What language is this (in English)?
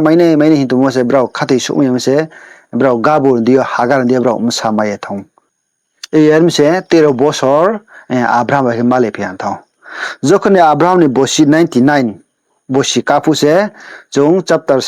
Riang (India)